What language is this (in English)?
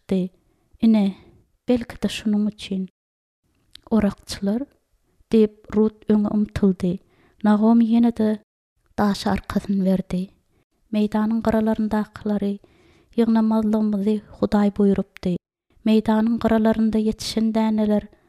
Turkmen